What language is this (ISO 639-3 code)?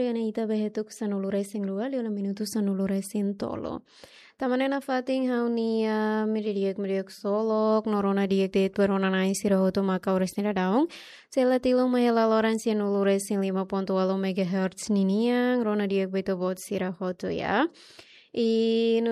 tet